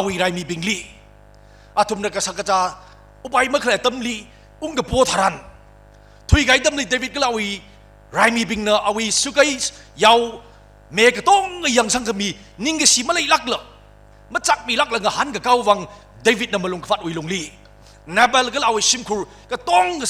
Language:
Tangkhul Naga (India)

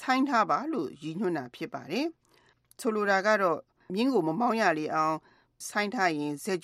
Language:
Burmese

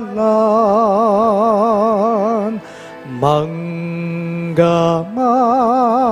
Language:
Pampanga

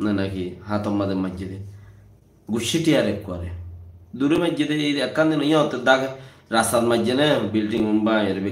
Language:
Rohingya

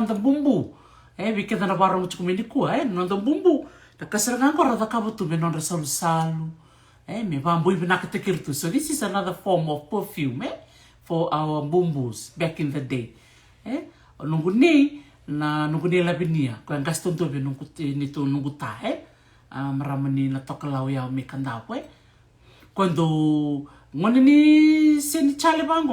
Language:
Fijian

